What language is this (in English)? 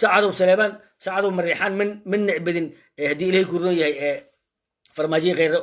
Somali